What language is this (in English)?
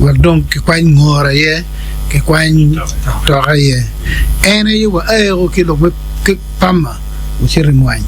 Acoli